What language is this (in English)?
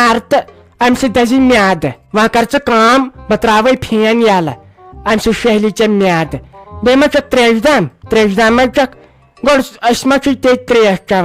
Kashmiri